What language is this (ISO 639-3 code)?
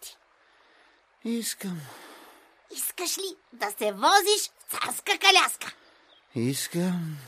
bul